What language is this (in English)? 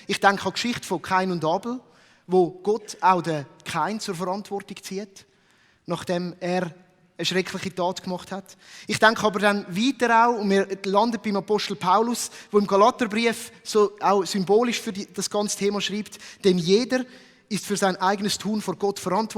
Swiss German